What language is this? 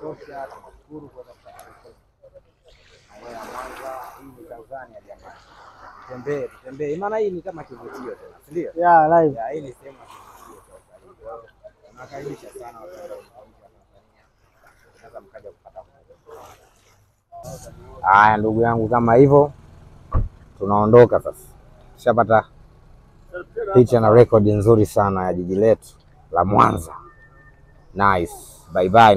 Swahili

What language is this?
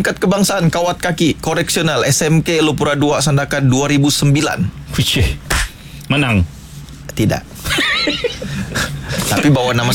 Malay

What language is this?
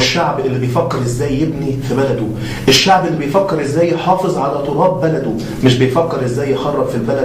Egyptian Arabic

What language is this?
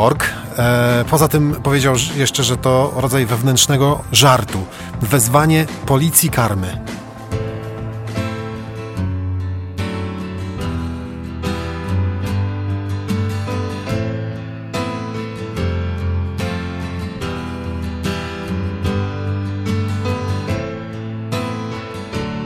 Polish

